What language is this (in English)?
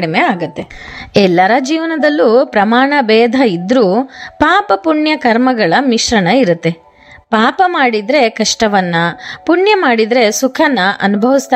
Kannada